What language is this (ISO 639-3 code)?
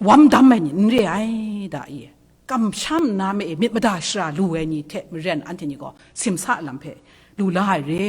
kac